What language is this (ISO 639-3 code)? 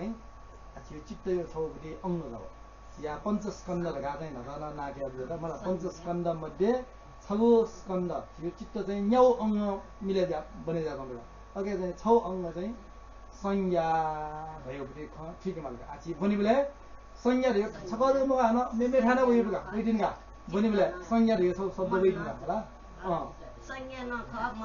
new